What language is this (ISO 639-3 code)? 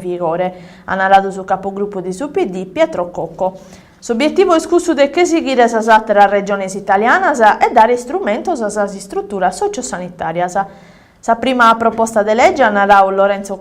srd